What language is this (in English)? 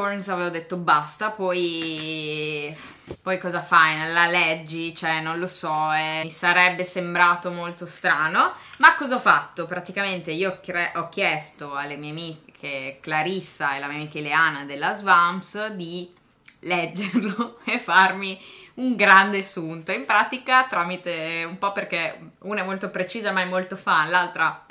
Italian